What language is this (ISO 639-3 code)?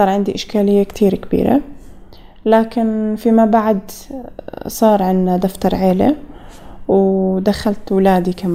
apc